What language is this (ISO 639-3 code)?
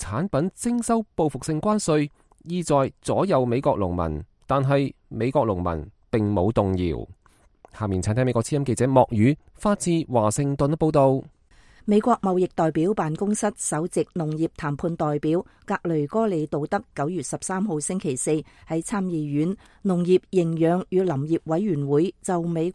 yue